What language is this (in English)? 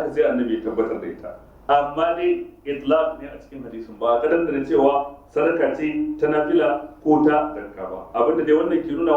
Hausa